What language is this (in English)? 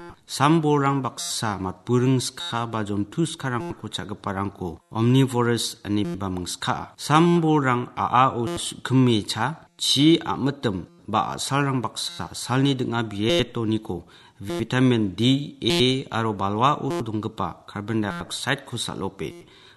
Garo